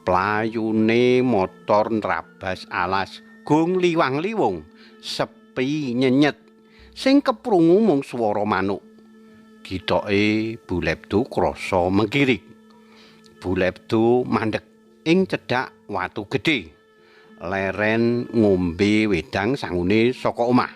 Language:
Javanese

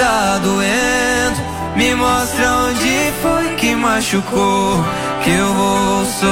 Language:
Portuguese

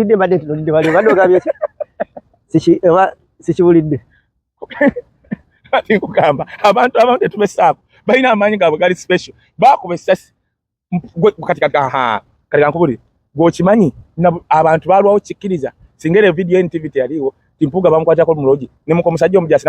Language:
Ganda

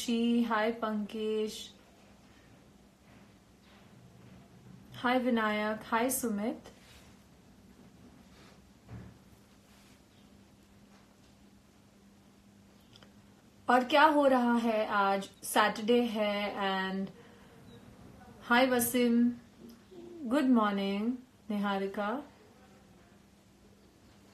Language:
Hindi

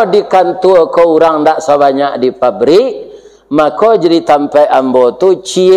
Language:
Minangkabau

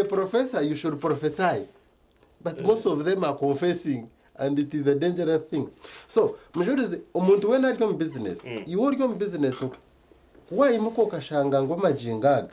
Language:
Nyankole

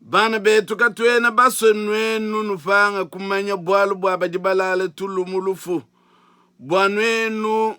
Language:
Luba-Lulua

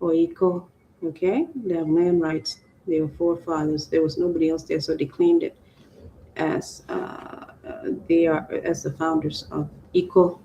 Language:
Acoli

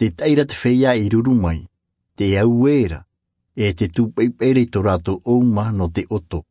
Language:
Tahitian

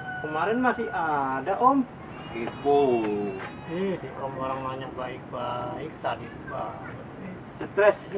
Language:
Betawi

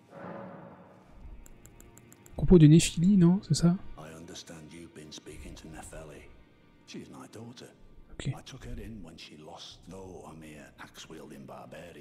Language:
French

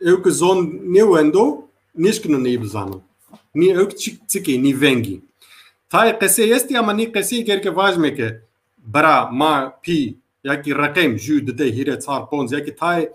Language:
Zaza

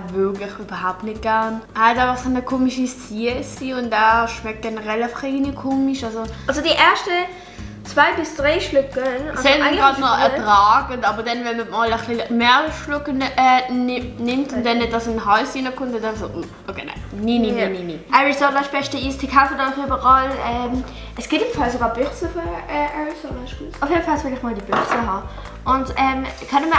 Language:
Swiss German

